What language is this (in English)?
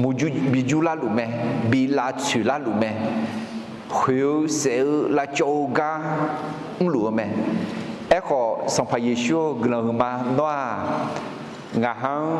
Akha